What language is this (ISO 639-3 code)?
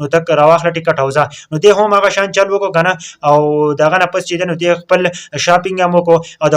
pus